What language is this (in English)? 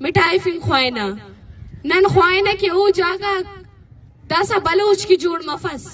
Brahui